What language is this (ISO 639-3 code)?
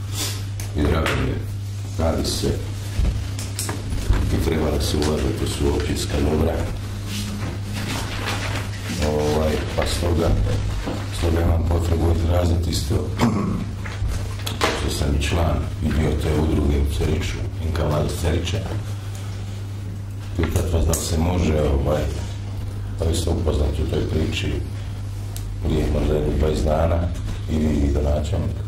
hrv